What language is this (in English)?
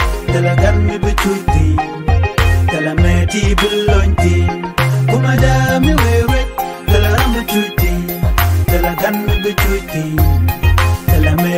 Nuer